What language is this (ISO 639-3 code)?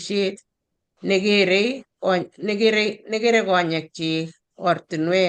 kln